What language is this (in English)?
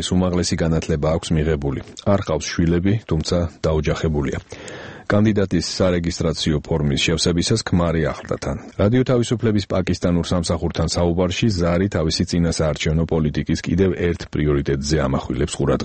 Georgian